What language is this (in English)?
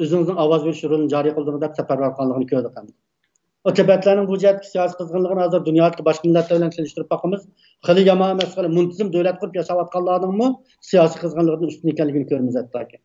Uyghur